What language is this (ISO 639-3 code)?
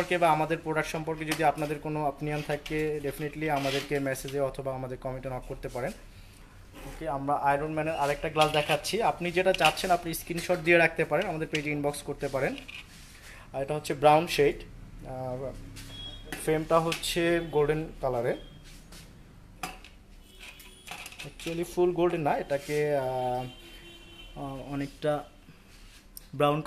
ben